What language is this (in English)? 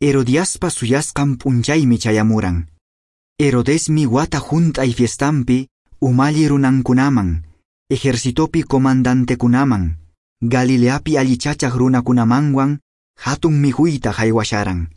Quechua